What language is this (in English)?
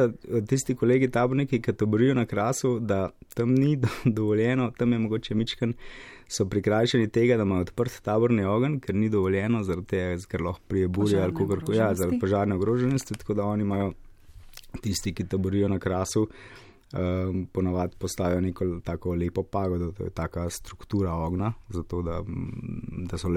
Slovenian